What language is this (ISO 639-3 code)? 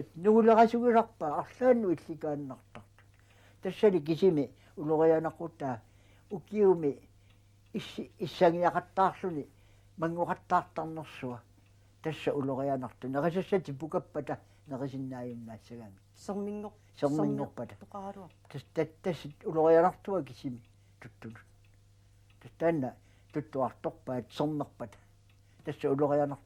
kal